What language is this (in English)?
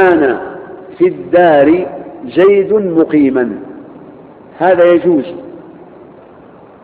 Arabic